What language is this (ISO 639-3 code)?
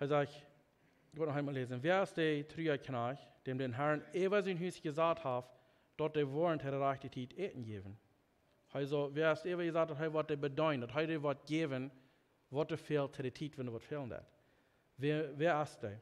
pdt